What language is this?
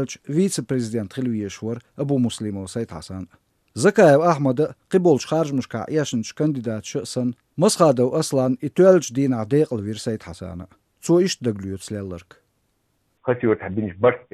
Chechen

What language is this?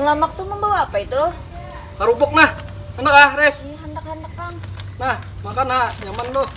Banjar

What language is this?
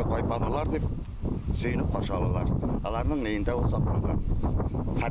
Bashkir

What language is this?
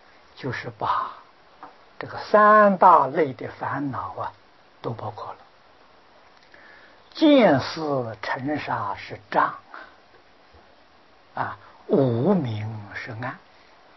Chinese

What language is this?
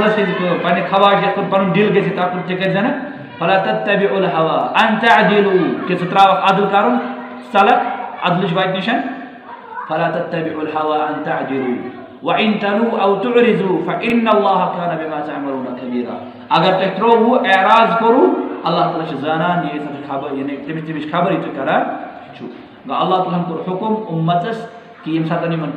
Kashmiri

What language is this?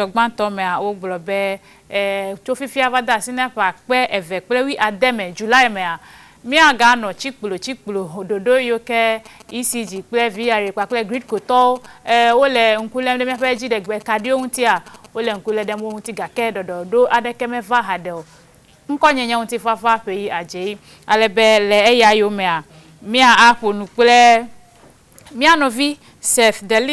Ewe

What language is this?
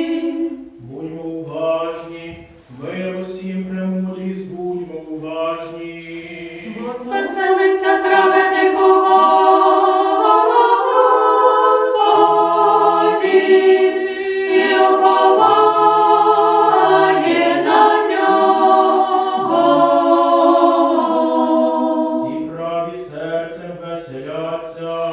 Ukrainian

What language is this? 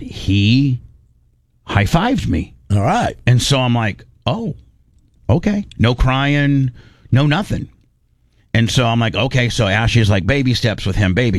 English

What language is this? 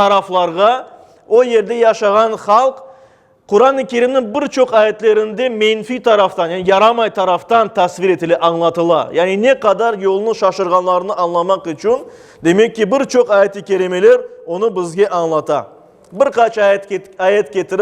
Crimean Tatar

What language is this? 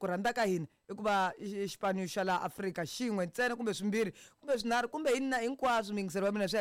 Tsonga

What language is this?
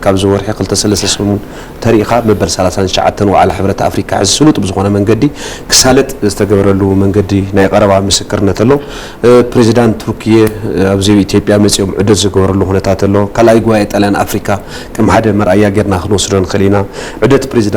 Tigrinya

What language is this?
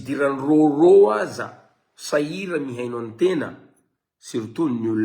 Malagasy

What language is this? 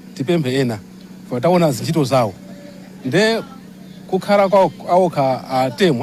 Nyanja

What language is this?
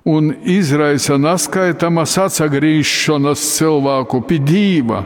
Latgalian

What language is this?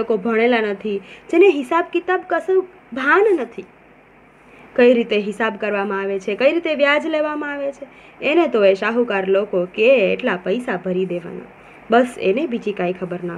Gujarati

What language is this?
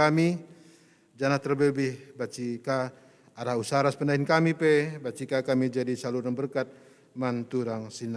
Batak Karo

